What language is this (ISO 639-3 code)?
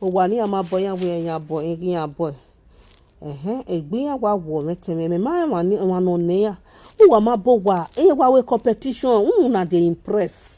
pcm